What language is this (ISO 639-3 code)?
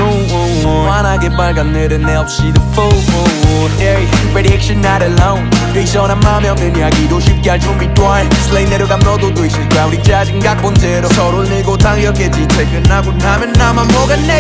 kor